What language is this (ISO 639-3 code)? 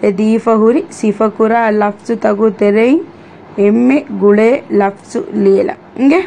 div